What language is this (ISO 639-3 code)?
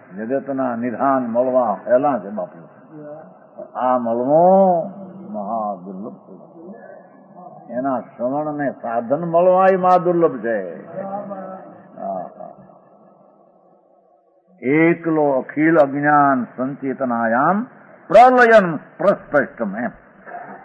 guj